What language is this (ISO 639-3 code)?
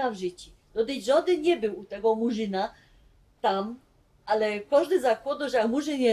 szl